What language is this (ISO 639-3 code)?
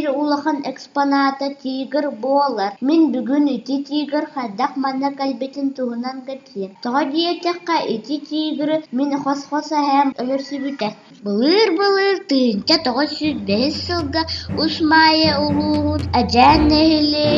sah